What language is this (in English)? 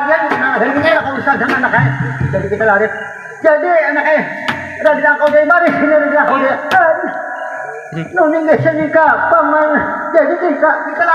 Banjar